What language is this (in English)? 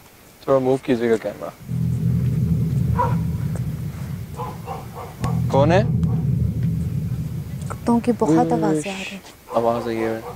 Hindi